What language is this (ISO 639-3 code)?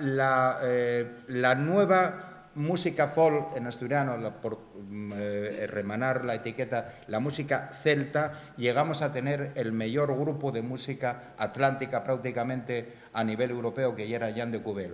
ast